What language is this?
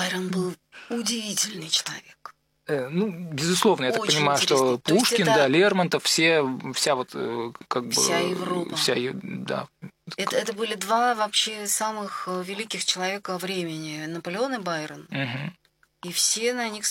Russian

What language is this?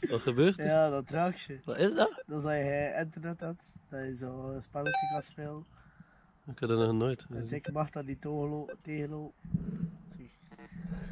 Dutch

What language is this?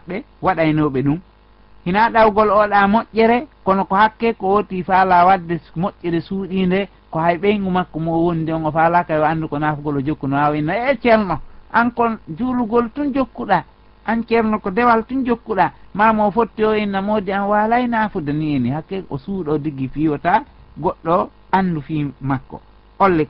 Fula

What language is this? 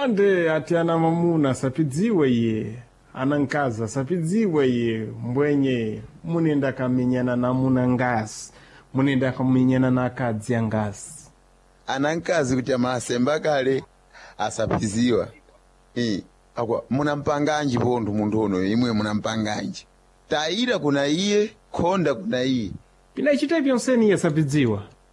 Sena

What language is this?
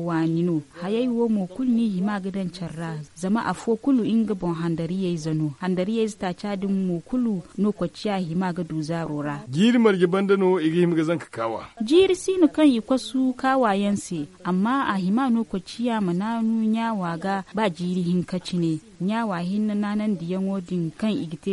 Zarma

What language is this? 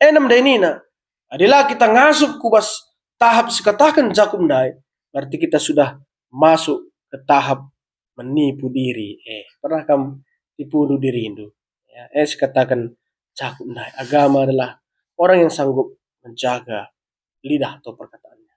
Batak Karo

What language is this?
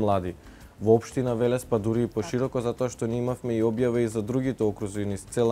Macedonian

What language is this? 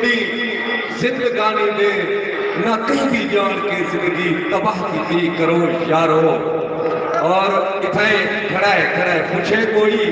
Saraiki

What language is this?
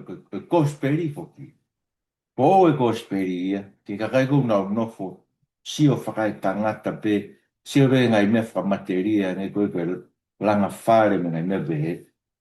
Tongan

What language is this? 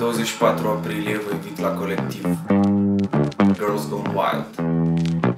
Romanian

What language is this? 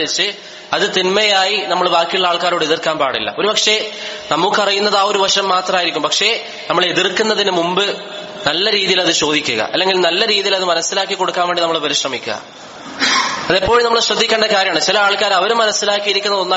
Malayalam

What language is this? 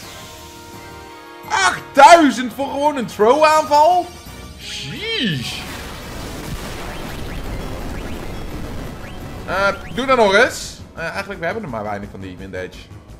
Dutch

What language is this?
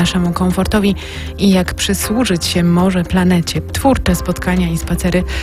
Polish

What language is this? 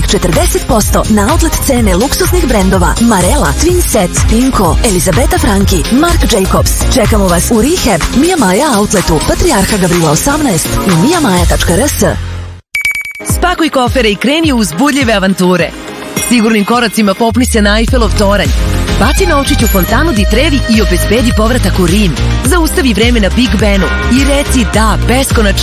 Serbian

